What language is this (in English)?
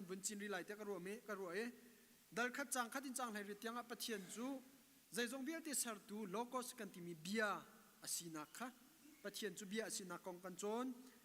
Hakha Chin